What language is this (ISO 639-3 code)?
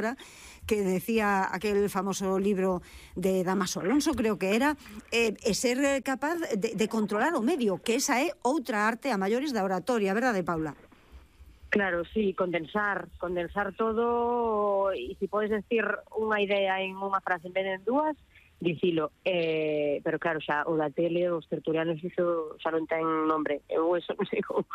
glg